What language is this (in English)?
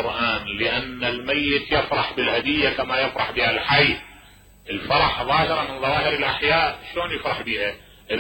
Mesopotamian Arabic